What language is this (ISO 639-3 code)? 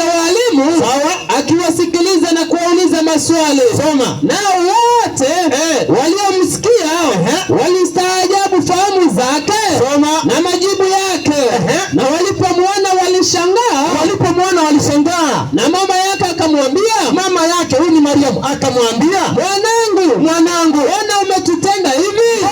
swa